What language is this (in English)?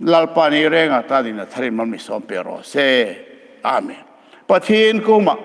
Hmar